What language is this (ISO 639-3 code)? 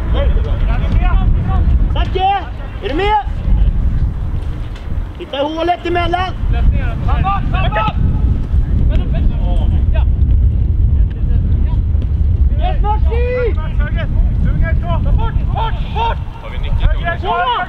swe